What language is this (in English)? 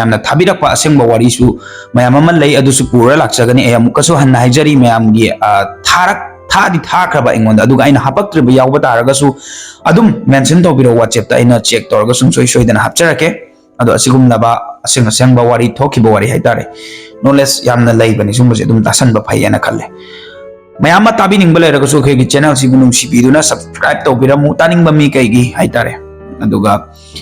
Manipuri